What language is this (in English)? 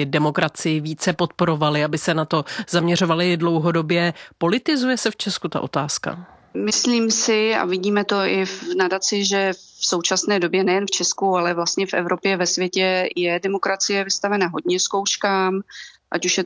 Czech